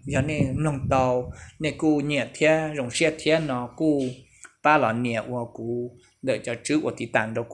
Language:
Hmong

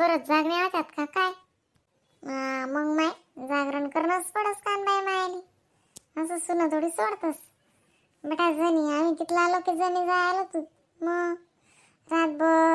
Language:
Khandesi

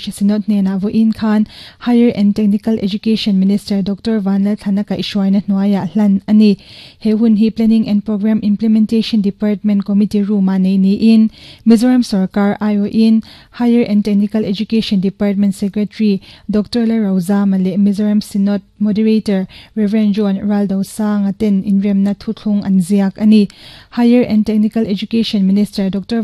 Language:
Mizo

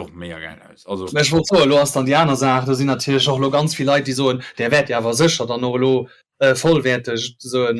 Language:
Luxembourgish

